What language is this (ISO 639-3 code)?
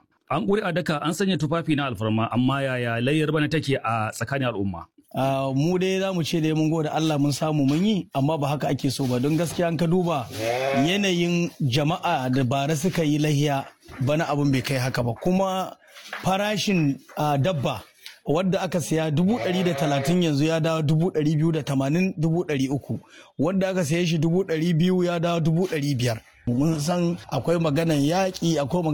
hau